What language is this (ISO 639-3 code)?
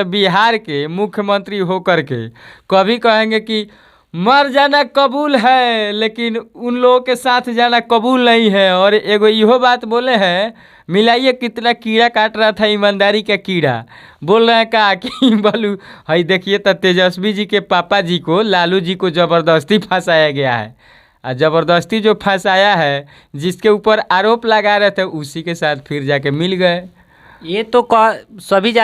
bho